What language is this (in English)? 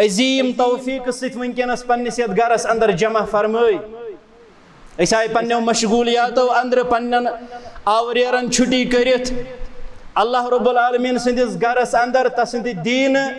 Kashmiri